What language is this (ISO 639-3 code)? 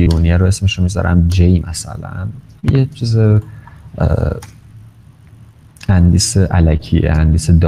fas